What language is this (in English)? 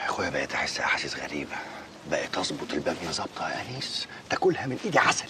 Egyptian Arabic